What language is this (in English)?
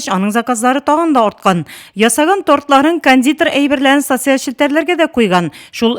Tatar